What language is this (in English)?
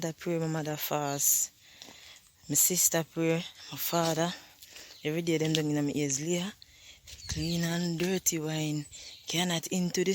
Jamaican Creole English